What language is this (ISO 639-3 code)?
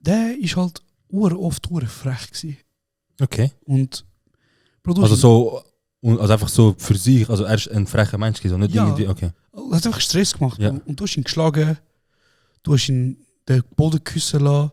gsw